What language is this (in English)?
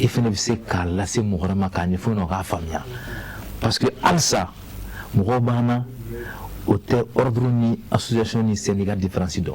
Bambara